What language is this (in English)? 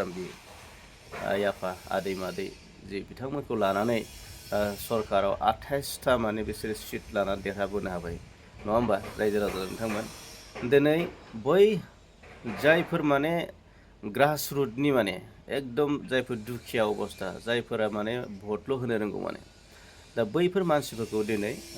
Bodo